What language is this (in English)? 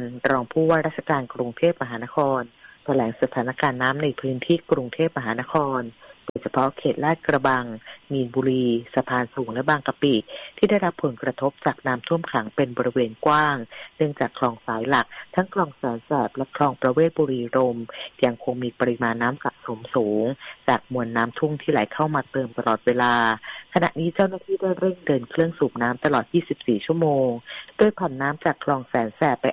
Thai